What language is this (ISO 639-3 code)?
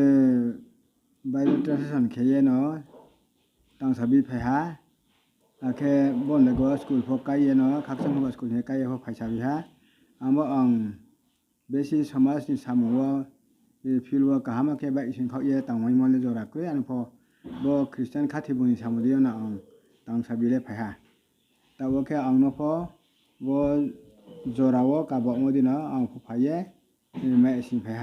ria